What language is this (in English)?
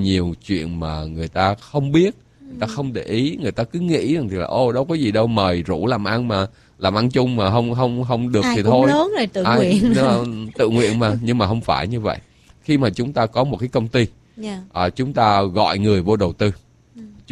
Vietnamese